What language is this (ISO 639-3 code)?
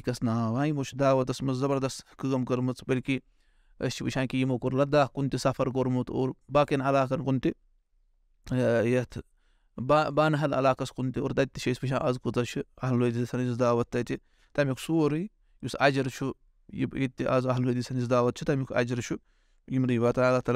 kas